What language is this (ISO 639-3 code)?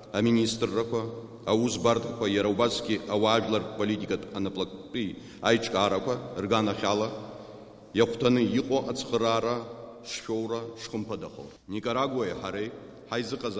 abk